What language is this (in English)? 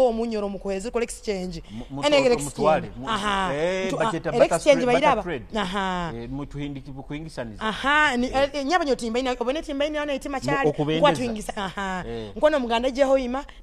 Nyoro